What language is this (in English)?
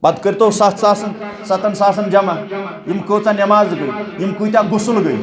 Kashmiri